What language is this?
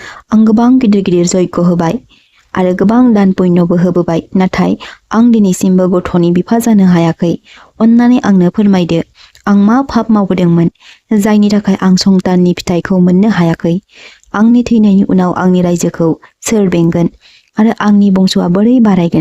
Bodo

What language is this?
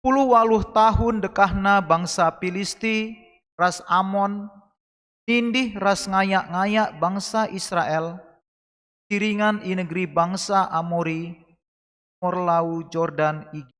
Batak Karo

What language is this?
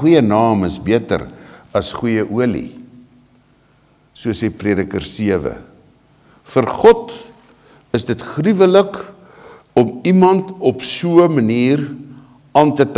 Afrikaans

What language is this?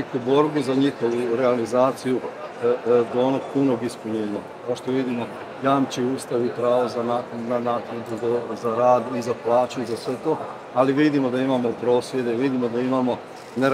Croatian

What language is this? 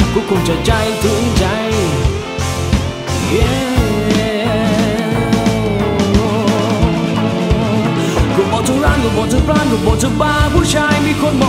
Thai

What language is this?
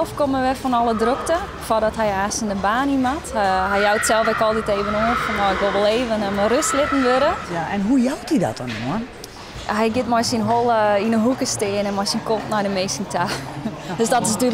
Western Frisian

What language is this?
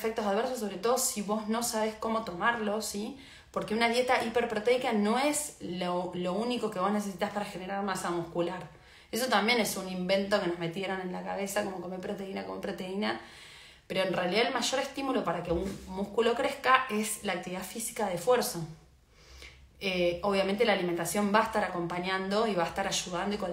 Spanish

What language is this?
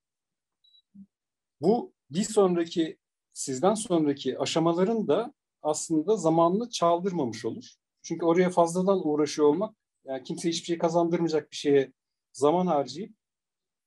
Turkish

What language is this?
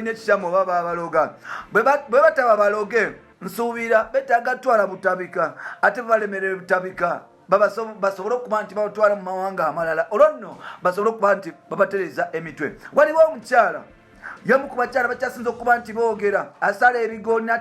Ganda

